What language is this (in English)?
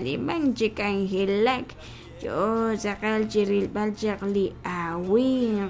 Kekchí